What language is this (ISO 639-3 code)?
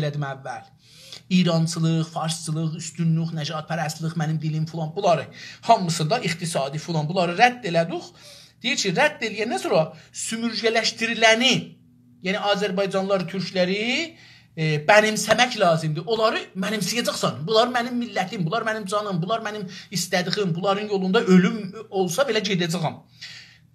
azb